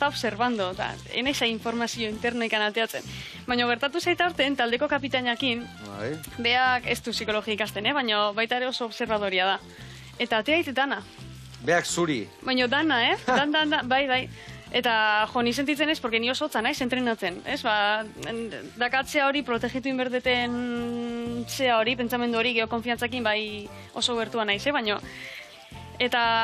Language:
Basque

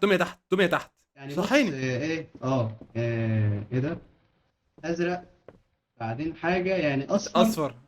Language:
Egyptian Arabic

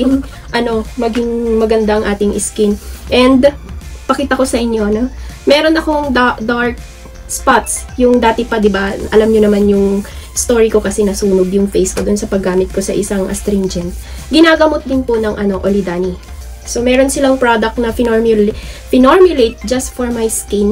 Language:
Filipino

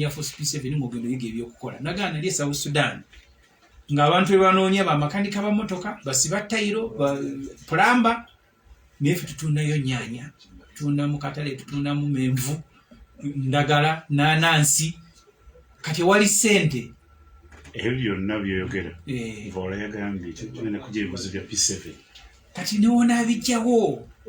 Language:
Ganda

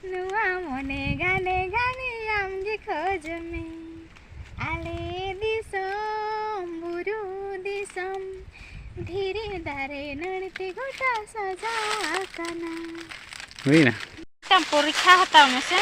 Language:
Santali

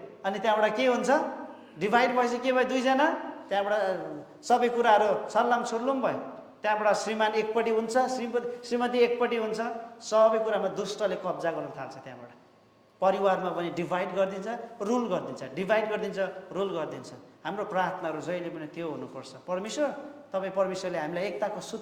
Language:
Nepali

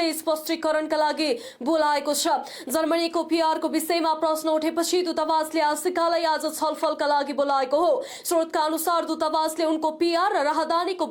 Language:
Nepali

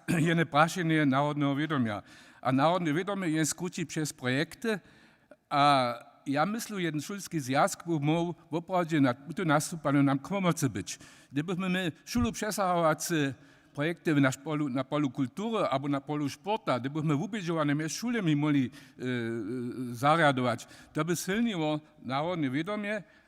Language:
Upper Sorbian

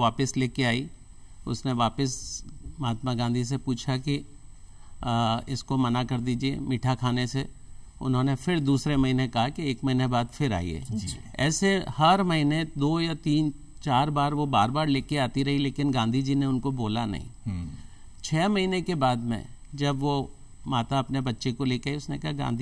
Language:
Hindi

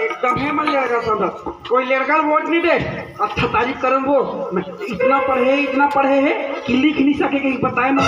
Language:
Chhattisgarhi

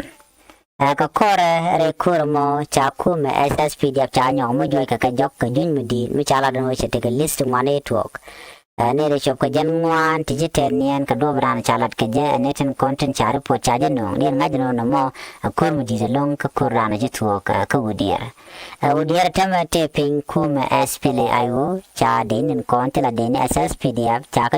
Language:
Nuer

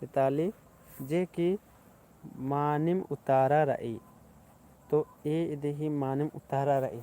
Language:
Kurukh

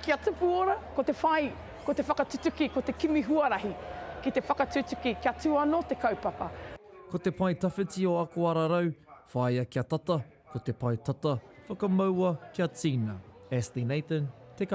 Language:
Māori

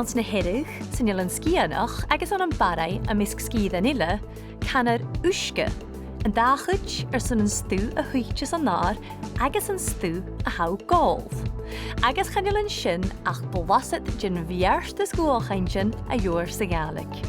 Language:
Scottish Gaelic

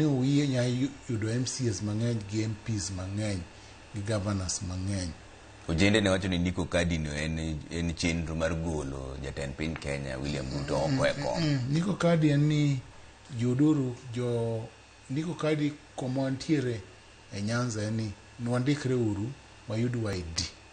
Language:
Luo (Kenya and Tanzania)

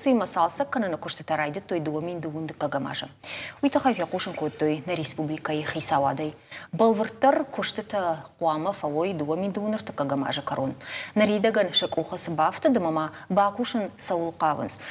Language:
Ossetic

